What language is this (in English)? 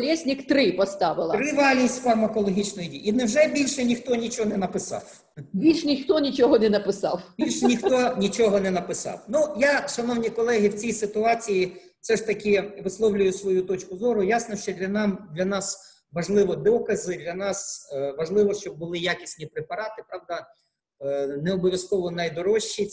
Ukrainian